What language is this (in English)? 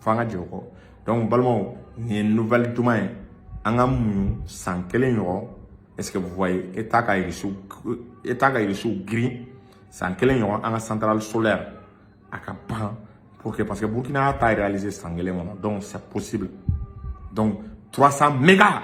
Bambara